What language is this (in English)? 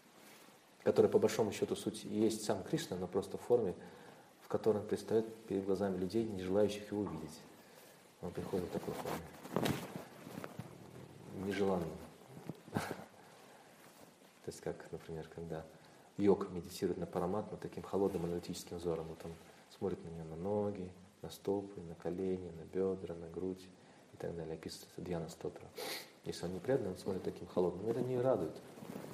Russian